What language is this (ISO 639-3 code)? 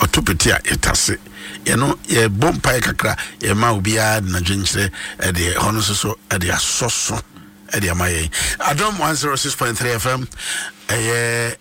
aka